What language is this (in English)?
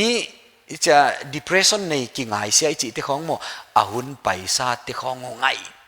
Paite Chin